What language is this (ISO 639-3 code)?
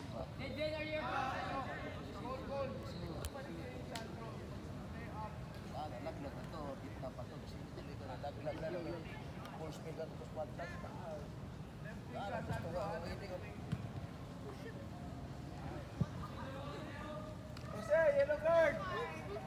fil